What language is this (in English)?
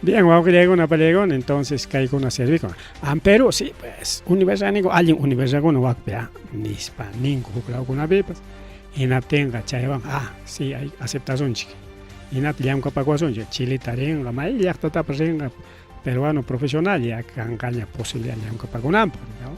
Ayacucho Quechua